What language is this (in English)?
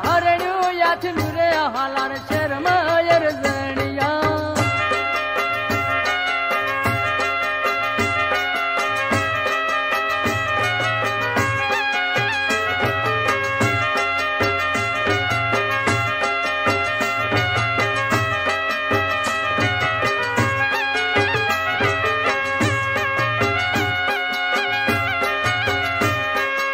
Gujarati